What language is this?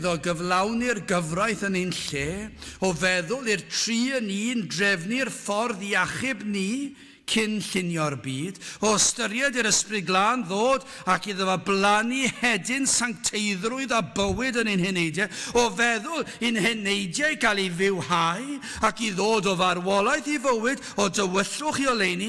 Welsh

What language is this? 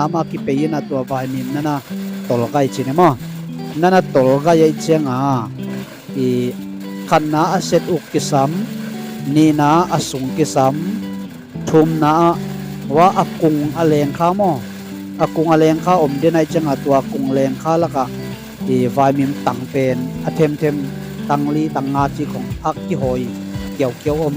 Tedim Chin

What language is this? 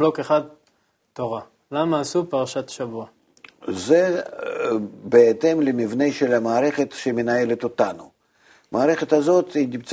Hebrew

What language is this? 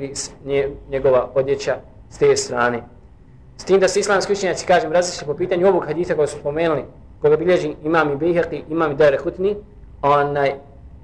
Bosnian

